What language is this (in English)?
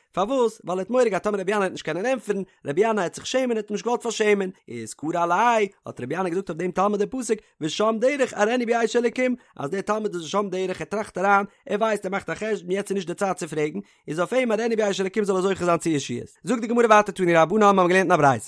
Yiddish